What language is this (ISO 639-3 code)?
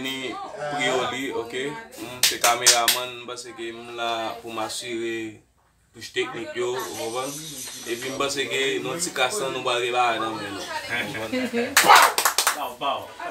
hat